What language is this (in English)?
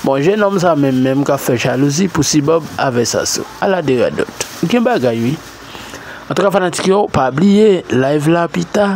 Haitian Creole